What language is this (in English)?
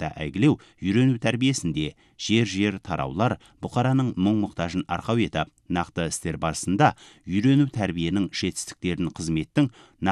Kazakh